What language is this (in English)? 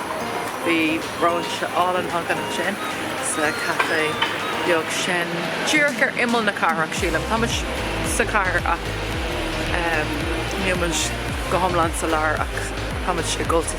Irish